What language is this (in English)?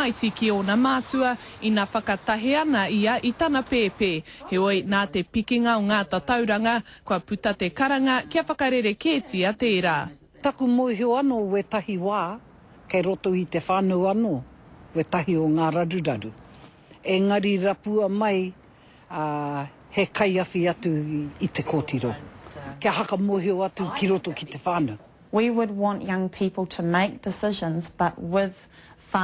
Māori